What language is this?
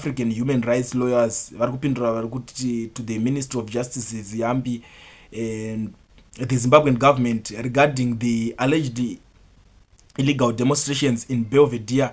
Shona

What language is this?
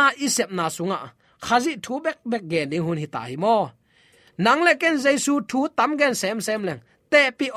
Tedim Chin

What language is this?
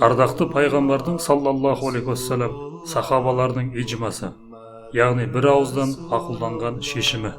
Kazakh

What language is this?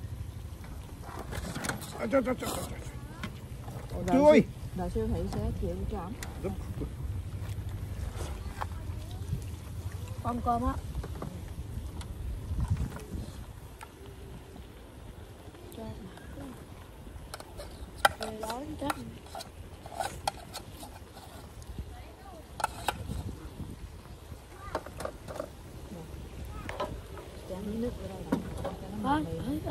Vietnamese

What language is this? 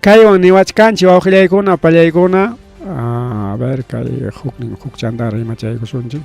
Ayacucho Quechua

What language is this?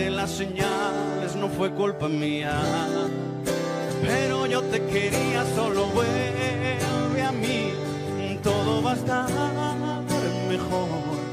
Spanish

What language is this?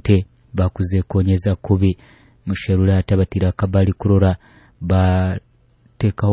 Nyoro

